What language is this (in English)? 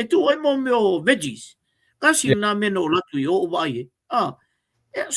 Samoan